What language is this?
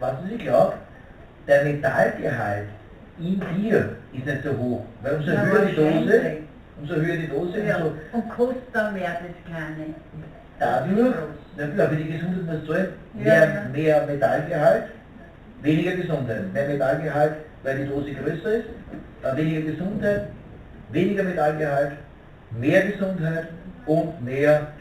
Bavarian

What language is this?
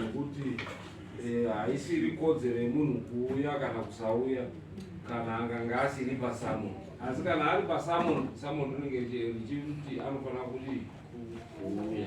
Shona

